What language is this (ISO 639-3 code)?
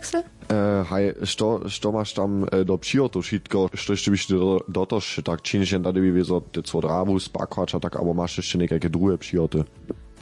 hsb